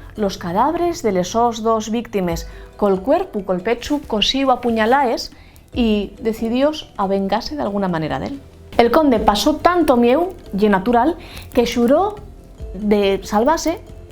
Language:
Asturian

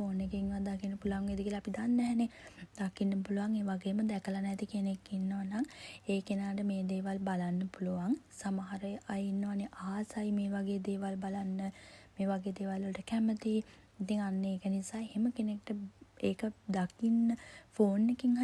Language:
Sinhala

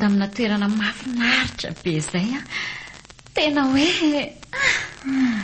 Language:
Malagasy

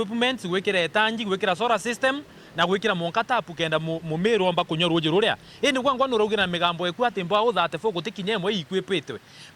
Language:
Meru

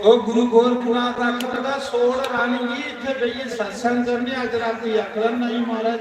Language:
Dogri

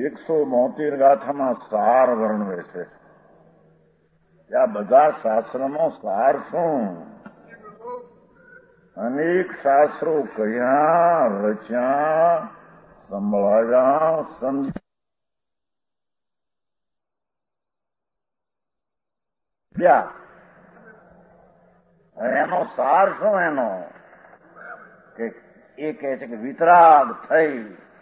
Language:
Gujarati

